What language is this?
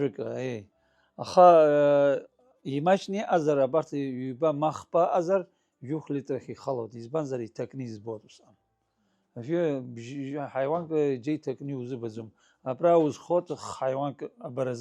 Abkhazian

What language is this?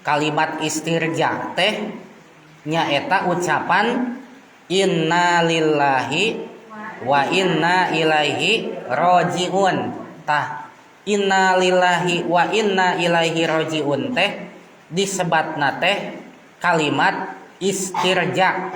Sundanese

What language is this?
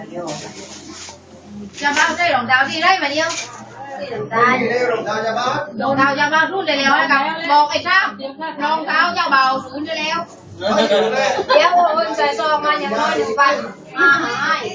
Lao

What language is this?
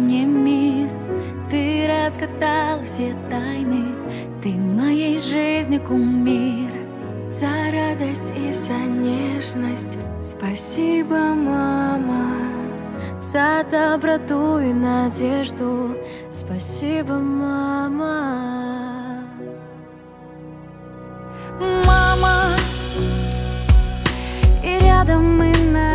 Russian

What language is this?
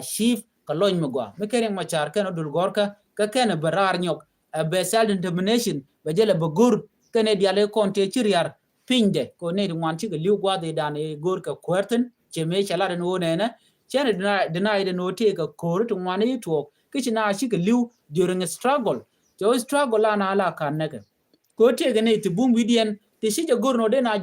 Nuer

